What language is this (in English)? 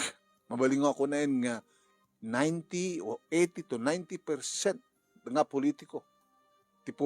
Iloko